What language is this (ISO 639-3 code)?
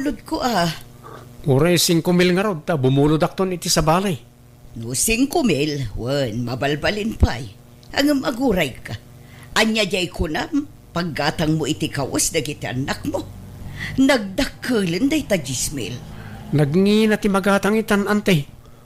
ilo